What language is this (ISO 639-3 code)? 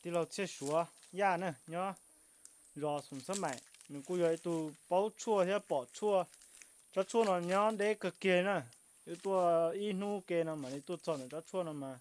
hmn